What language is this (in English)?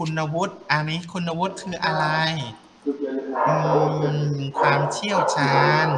Thai